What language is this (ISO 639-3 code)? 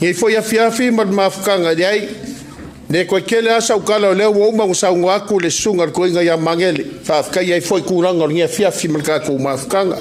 smo